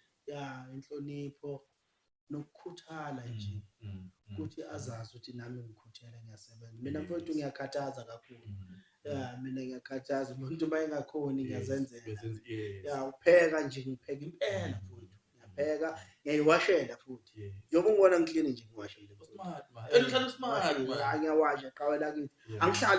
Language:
Zulu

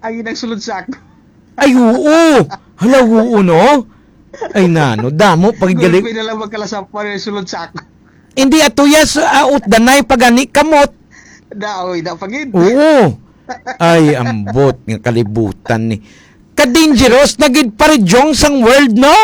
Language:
Hiligaynon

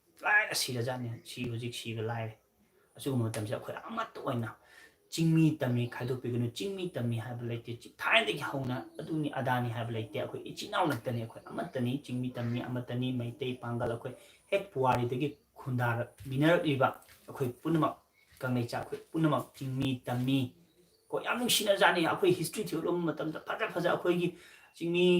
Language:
Manipuri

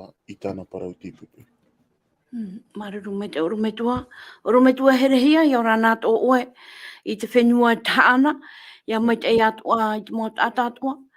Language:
Tahitian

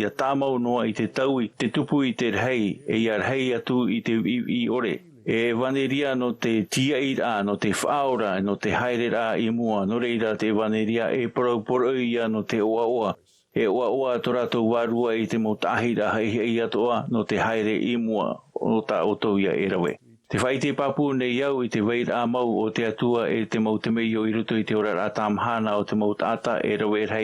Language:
Tahitian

